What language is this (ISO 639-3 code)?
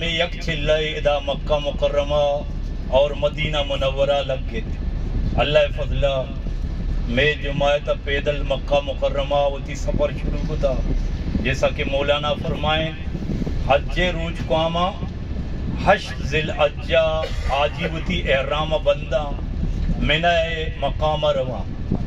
bgp